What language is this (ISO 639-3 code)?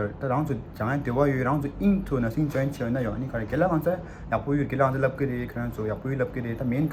bod